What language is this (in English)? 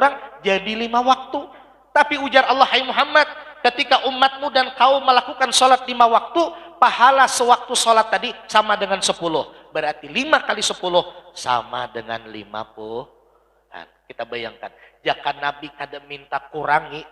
Banjar